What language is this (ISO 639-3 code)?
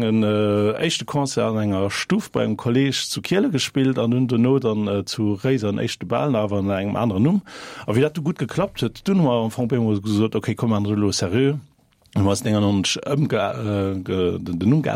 ltz